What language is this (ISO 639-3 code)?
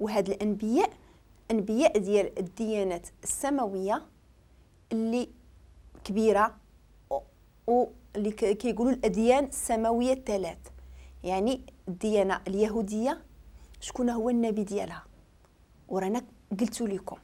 ary